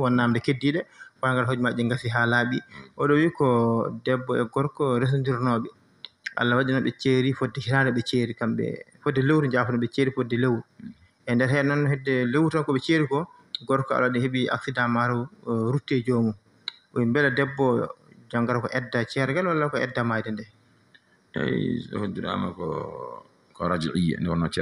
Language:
Fula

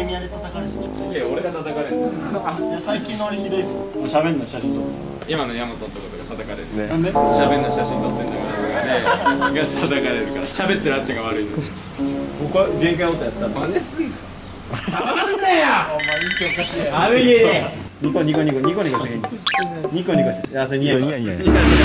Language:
Japanese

